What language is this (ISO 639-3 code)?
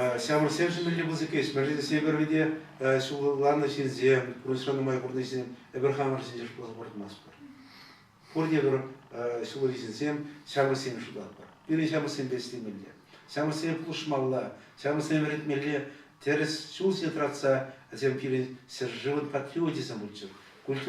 chv